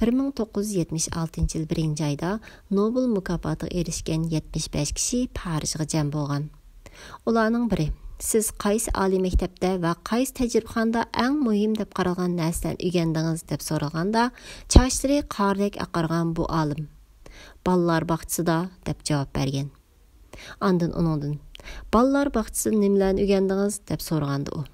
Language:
Uyghur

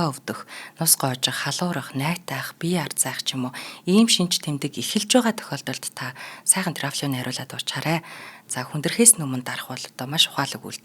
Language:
Mongolian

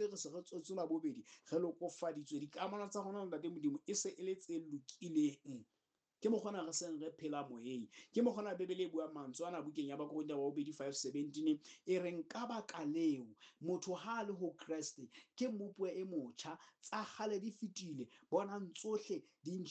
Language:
Southern Sotho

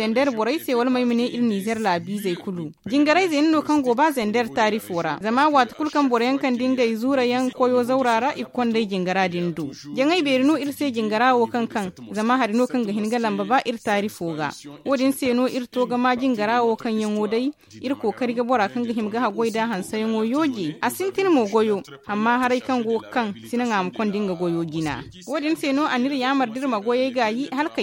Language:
Zarma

